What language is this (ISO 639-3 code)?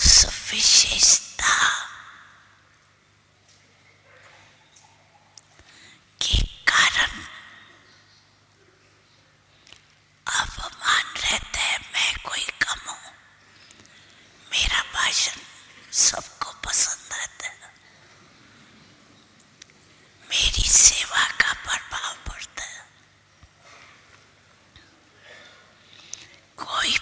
hin